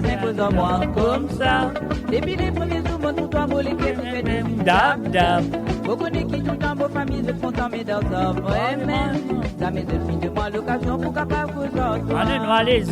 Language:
Morisyen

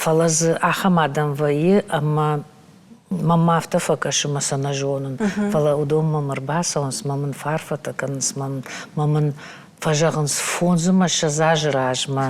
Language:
Ossetic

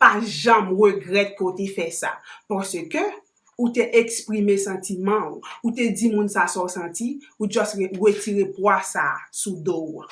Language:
Haitian Creole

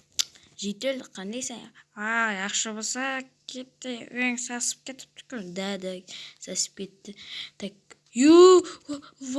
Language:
Uzbek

